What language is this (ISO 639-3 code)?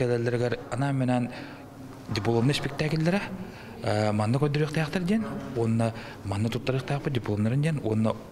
sah